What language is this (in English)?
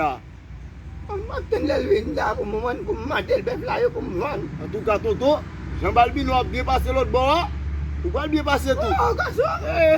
Haitian Creole